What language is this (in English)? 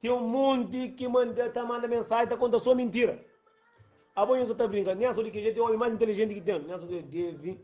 Kabuverdianu